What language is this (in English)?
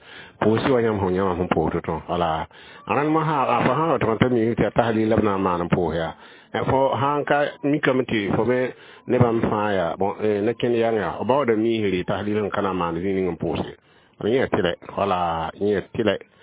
Mossi